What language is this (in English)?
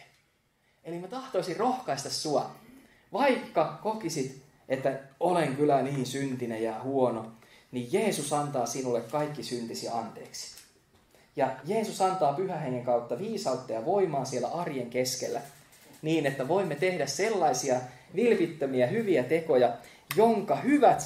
Finnish